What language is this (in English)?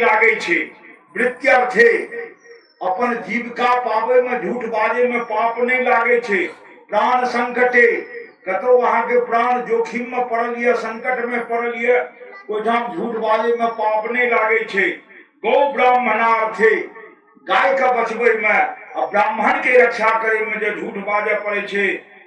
Maithili